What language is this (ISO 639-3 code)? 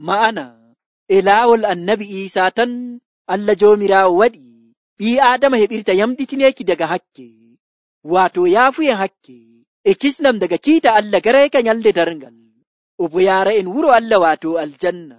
fuv